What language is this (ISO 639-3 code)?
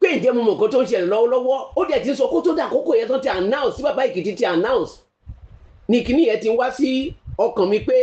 yor